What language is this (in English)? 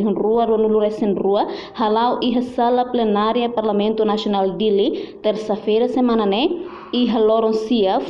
Tetum